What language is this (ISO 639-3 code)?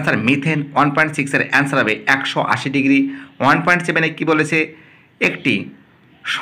ben